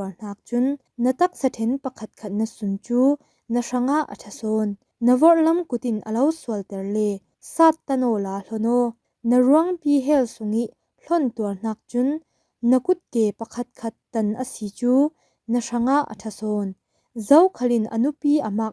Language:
Falam Chin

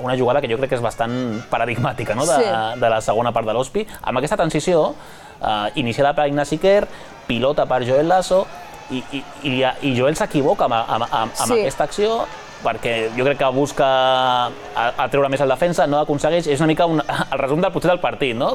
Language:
Catalan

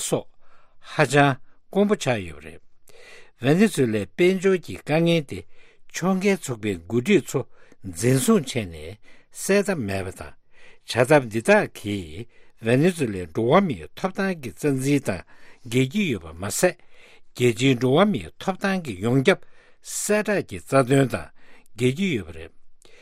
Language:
Tibetan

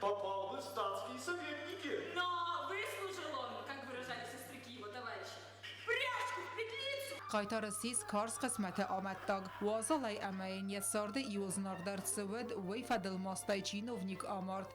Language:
Ossetic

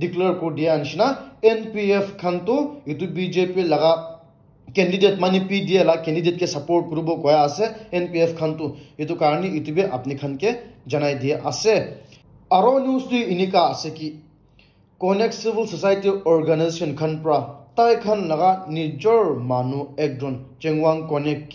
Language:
Naga Pidgin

